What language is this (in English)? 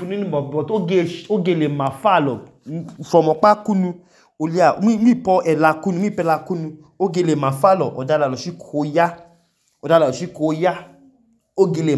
Idoma